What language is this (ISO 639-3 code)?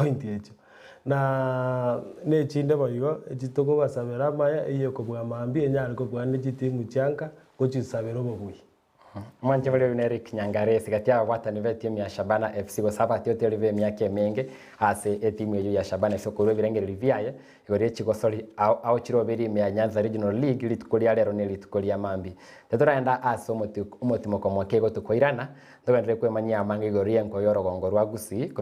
guz